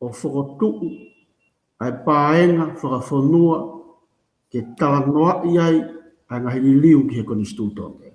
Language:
Tongan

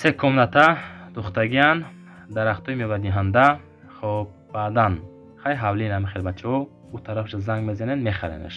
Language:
Tajik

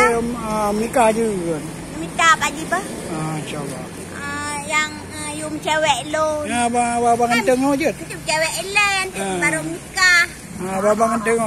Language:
Achinese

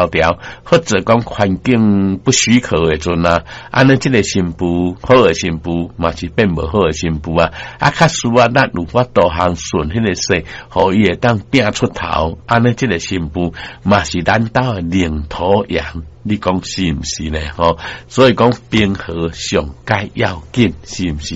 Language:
Min Nan Chinese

